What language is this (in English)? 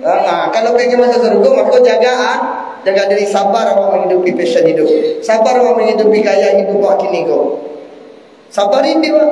Minangkabau